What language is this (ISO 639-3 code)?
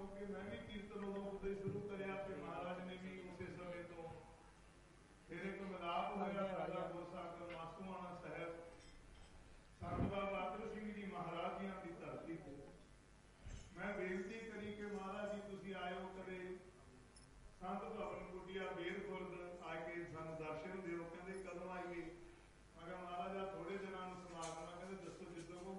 pan